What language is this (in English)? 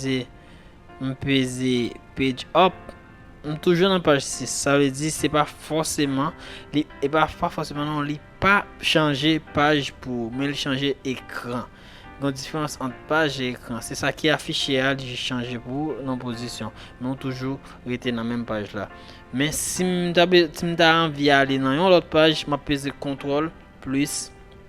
Haitian Creole